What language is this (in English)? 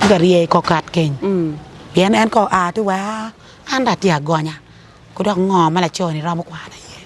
Acoli